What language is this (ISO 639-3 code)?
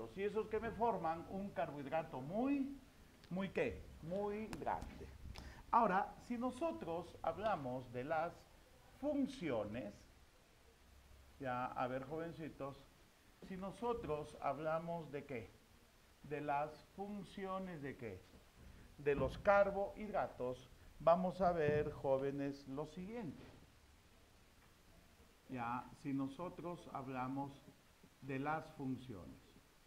spa